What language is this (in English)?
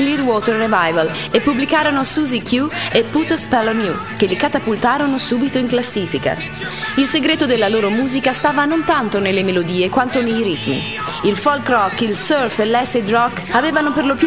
Italian